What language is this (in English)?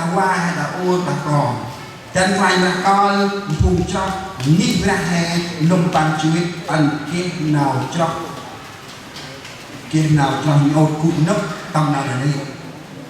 Central Mnong